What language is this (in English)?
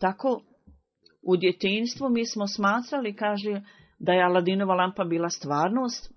Bosnian